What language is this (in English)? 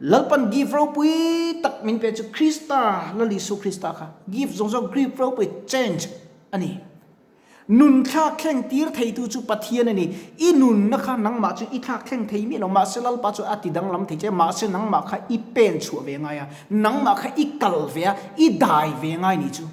Mizo